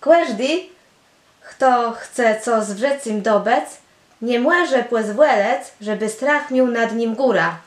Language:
Kashubian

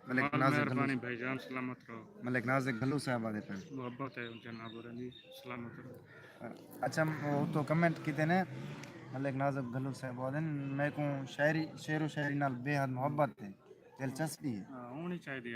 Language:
Saraiki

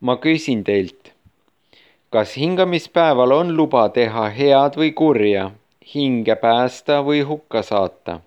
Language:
Estonian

